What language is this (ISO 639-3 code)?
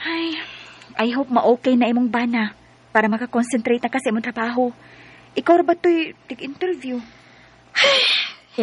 ceb